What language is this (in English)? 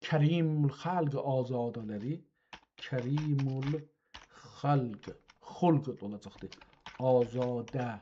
South Azerbaijani